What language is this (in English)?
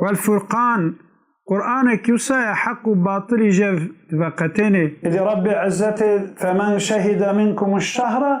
Kurdish